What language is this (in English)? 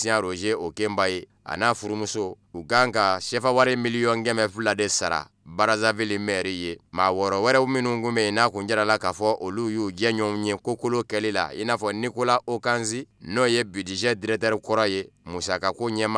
Bambara